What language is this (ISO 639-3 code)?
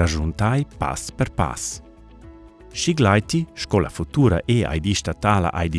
roh